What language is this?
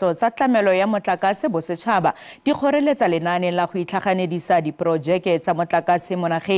Tswana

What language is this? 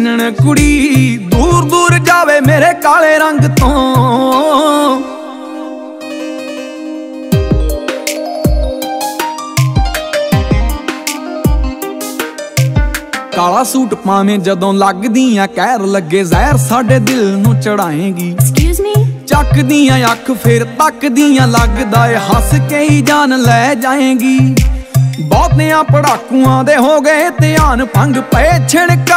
Punjabi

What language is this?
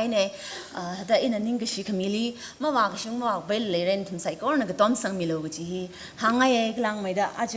Tangkhul Naga (India)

